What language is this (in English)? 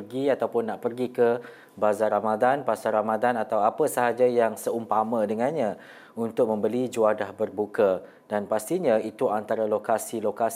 Malay